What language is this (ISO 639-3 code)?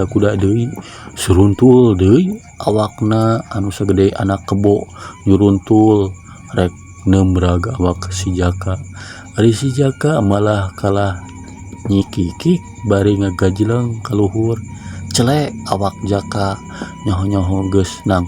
sun